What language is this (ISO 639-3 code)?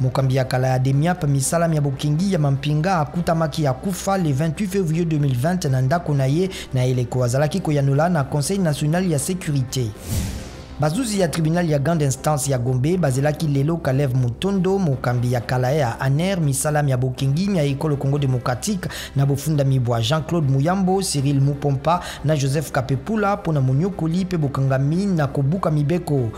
lin